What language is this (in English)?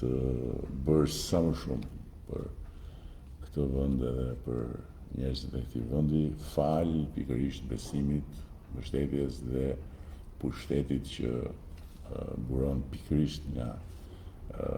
Albanian